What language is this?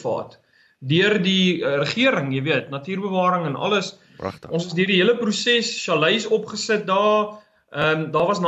Afrikaans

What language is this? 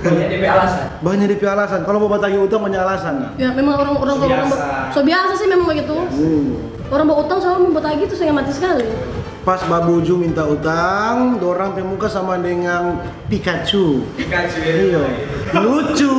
Manado Malay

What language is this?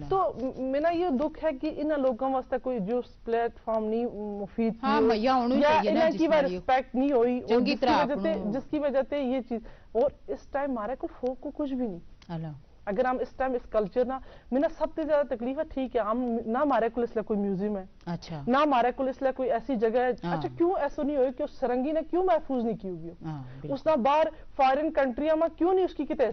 Gujari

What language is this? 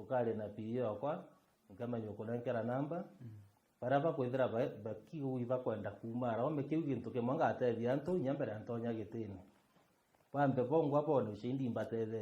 Meru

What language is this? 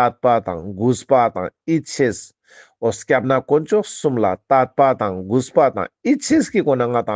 Ladakhi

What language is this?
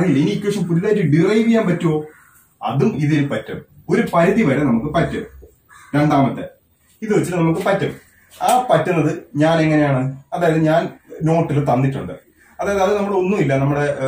Malayalam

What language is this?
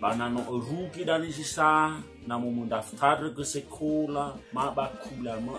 Nias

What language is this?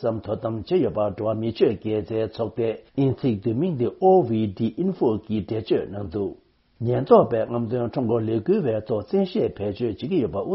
Tibetan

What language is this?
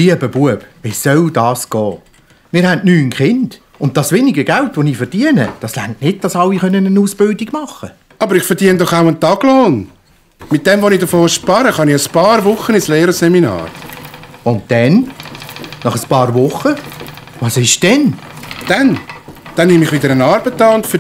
Swiss German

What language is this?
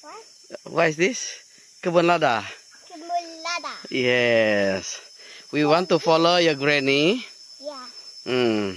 Iban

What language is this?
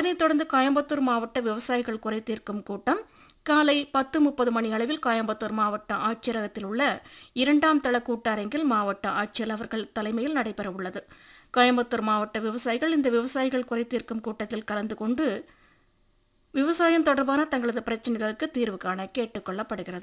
Tamil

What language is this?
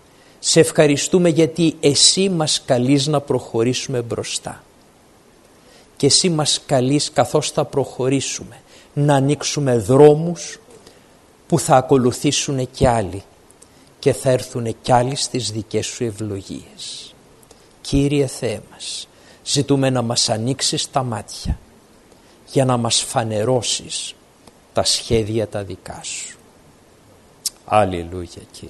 Greek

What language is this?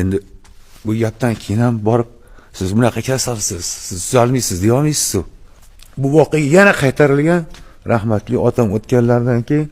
Uzbek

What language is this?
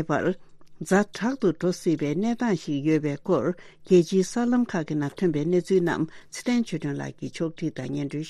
Tibetan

